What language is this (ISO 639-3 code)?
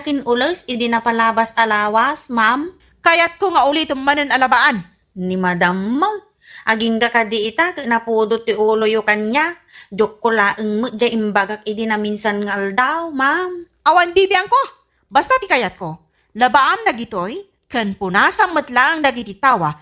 ilo